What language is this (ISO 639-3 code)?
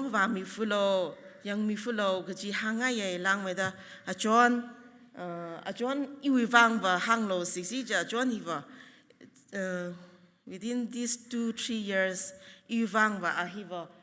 nmf